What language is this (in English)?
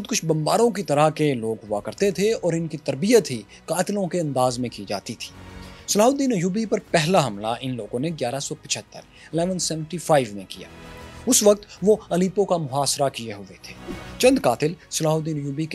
Urdu